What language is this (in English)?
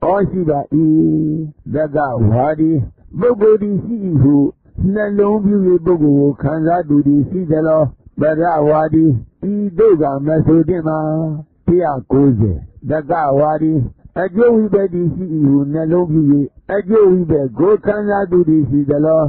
Burmese